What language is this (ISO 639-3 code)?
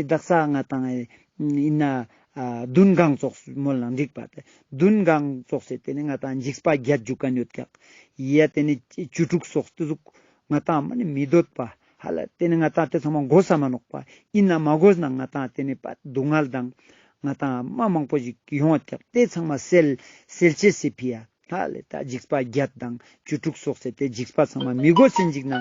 lbj